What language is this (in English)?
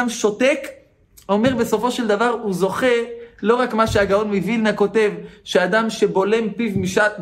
Hebrew